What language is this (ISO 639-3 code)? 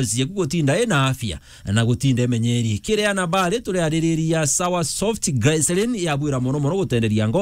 mer